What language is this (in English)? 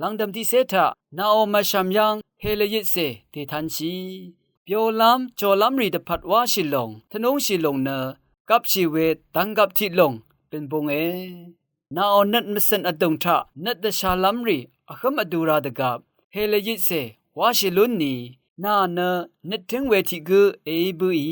Rawang